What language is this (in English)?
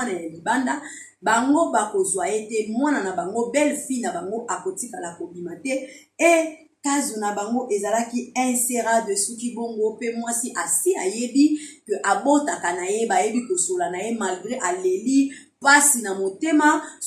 Lingala